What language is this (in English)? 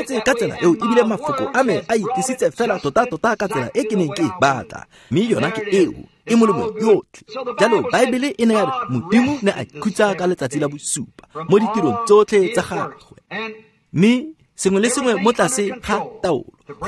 Tswana